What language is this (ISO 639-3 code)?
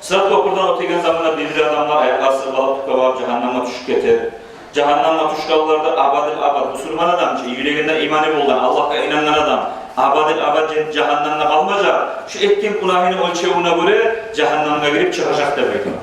kum